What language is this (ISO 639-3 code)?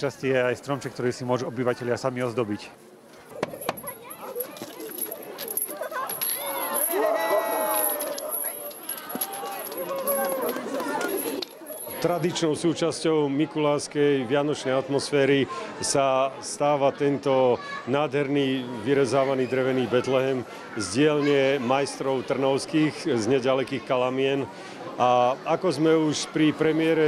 slk